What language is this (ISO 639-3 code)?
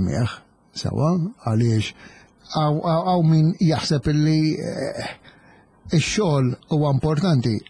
mlt